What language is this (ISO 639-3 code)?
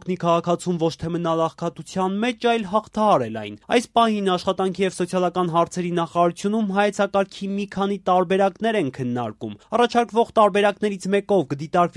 hye